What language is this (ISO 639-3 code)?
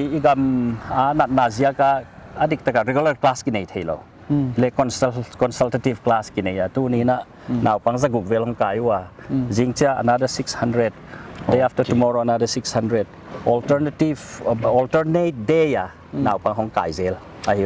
pck